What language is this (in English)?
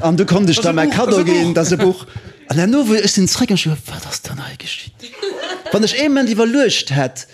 Luxembourgish